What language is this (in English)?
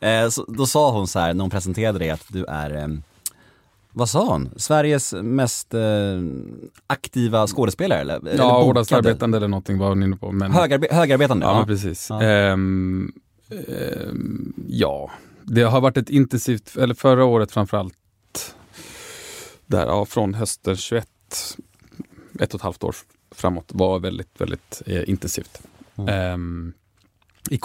Swedish